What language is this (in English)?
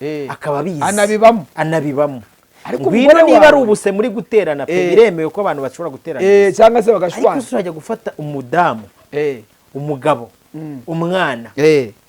Kinyarwanda